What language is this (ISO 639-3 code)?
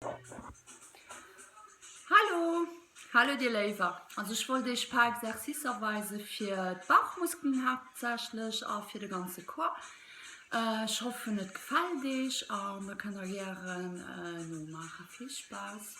ltz